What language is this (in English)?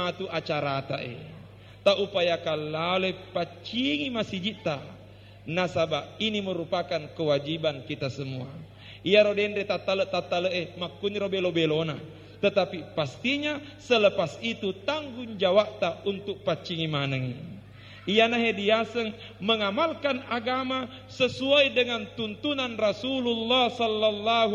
Buginese